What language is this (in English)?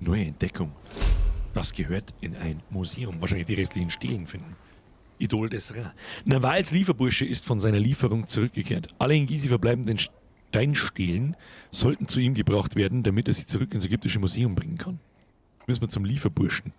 Bavarian